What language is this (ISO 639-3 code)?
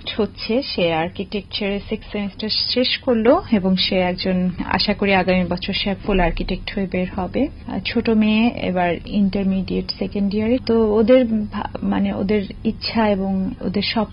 ben